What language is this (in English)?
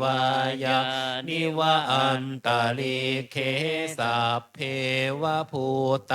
Pali